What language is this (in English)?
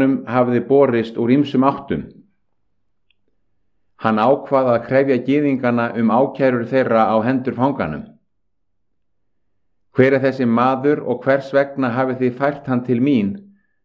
Icelandic